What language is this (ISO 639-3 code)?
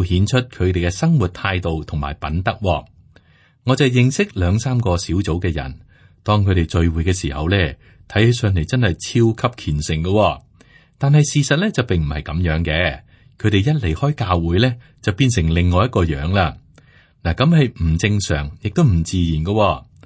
yue